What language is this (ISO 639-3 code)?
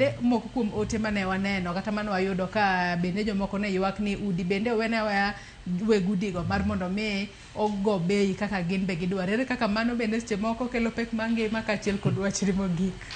luo